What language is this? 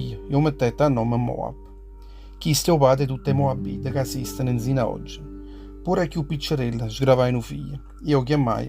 Neapolitan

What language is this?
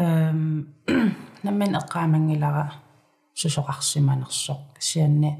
Kalaallisut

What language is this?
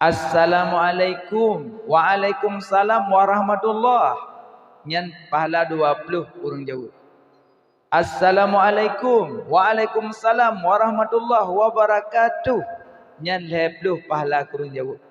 Achinese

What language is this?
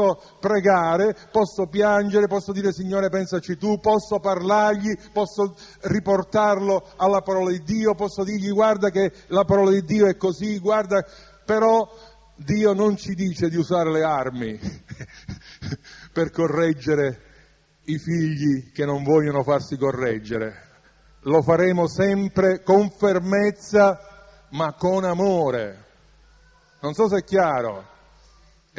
Italian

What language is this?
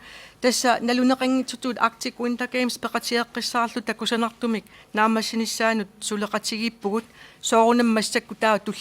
Kalaallisut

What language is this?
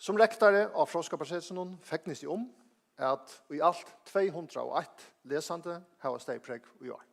Faroese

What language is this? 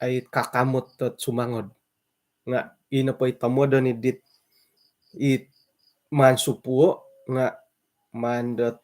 Central Dusun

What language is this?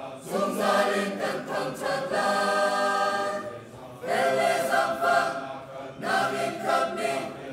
Hakha Chin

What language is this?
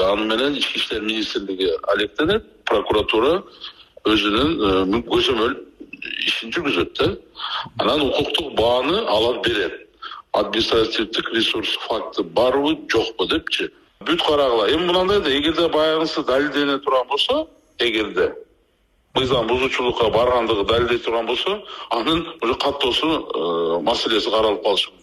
Kyrgyz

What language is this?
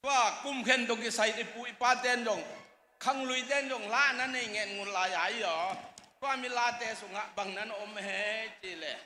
Tedim Chin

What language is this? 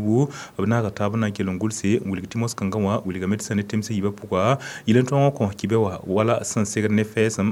Mossi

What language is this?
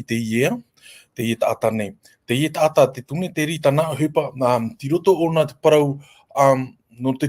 Tahitian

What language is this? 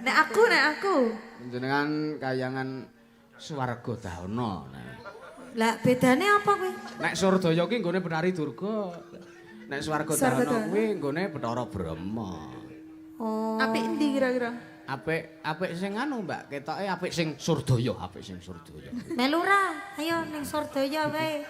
Javanese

